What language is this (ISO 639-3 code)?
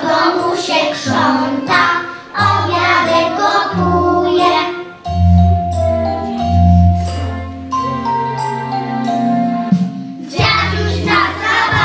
pol